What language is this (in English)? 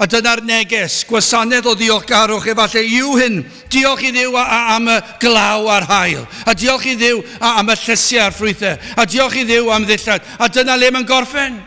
Welsh